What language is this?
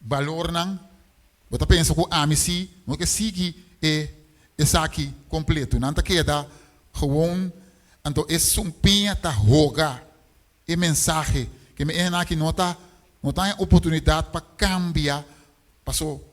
Papiamento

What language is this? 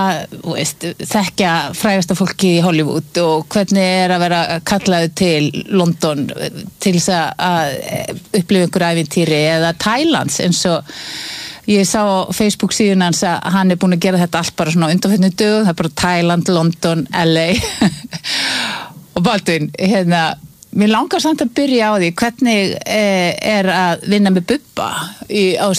Icelandic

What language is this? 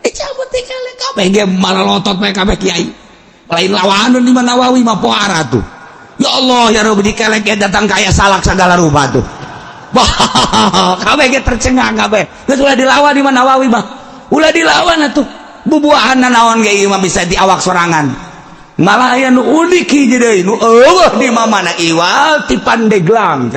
Sundanese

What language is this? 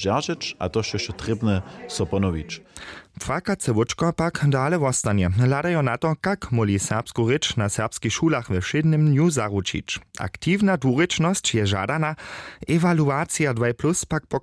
Upper Sorbian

